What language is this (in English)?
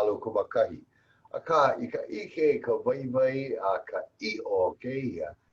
Hawaiian